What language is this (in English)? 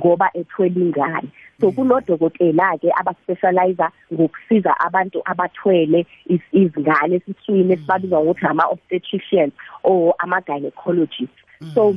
South Ndebele